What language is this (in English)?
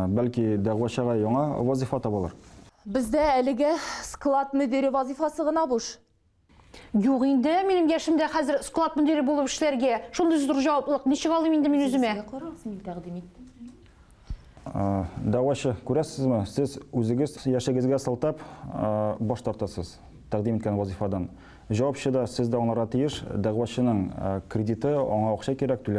Tatar